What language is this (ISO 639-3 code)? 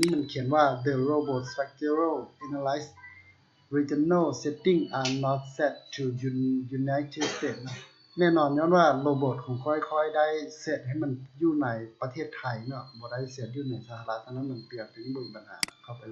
lao